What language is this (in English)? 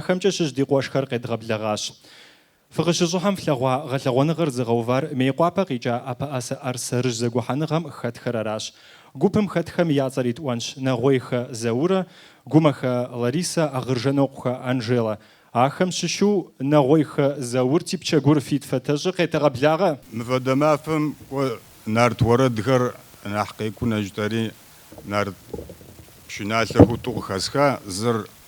Kabardian